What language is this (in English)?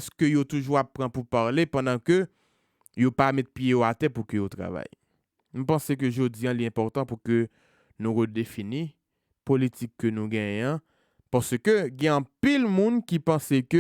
Haitian Creole